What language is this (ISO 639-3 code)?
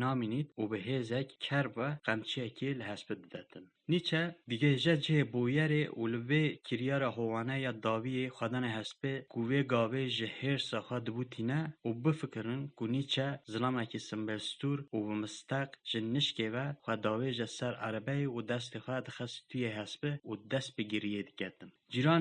kur